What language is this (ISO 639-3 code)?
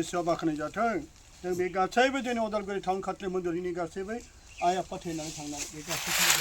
brx